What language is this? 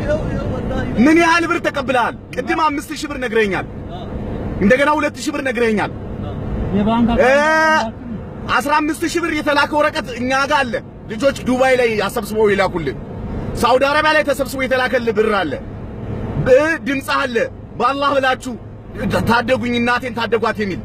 Amharic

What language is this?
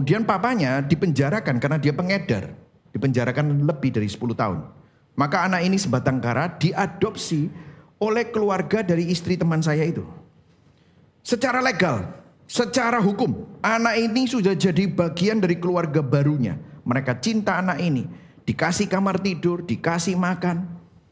Indonesian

